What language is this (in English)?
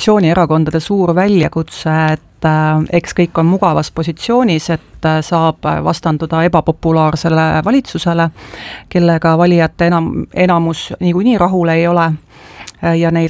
Estonian